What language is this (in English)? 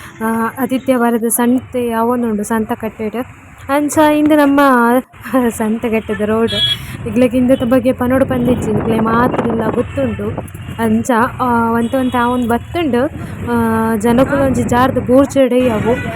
Tulu